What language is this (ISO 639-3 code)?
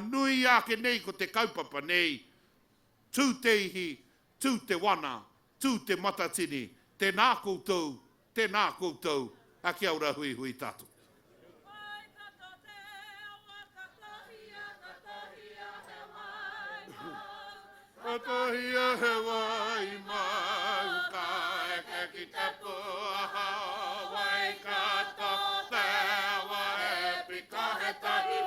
mri